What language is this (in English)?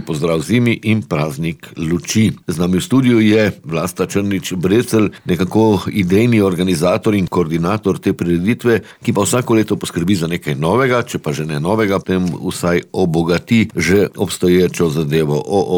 Slovenian